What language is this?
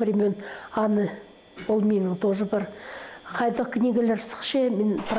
Khakas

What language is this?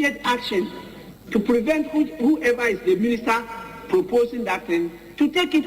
Akan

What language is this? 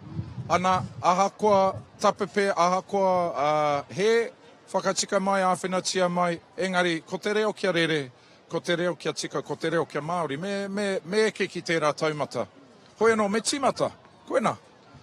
Māori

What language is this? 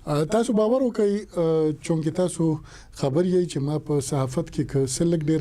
Pashto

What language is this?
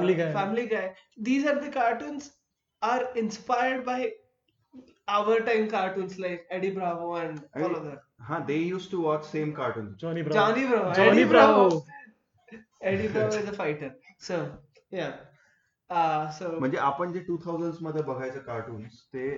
Marathi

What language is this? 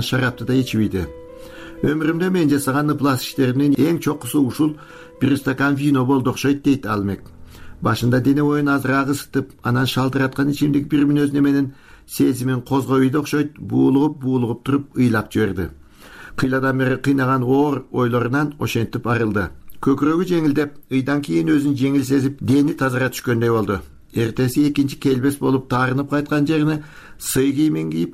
Kyrgyz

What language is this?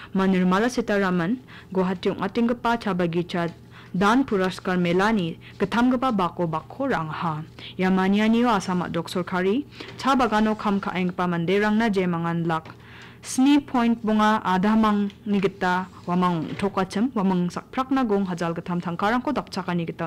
Garo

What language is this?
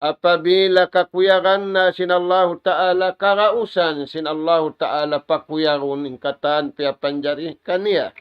Tausug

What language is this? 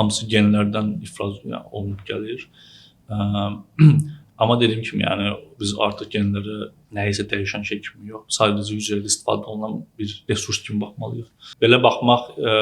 Azerbaijani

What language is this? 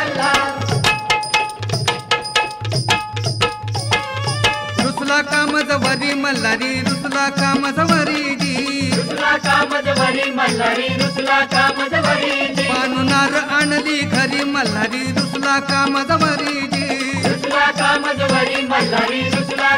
Marathi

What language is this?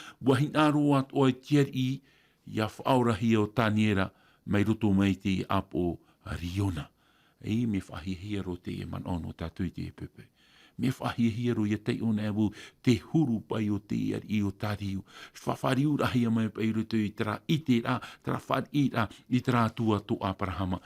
Tahitian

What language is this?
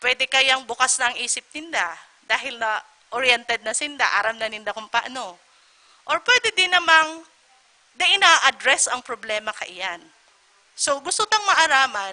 Bikol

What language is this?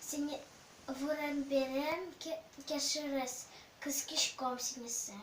Udmurt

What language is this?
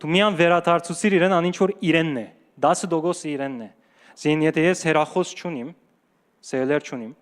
Western Armenian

